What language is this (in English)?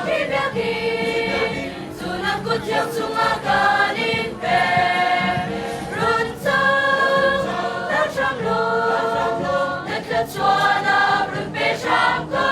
Hakha Chin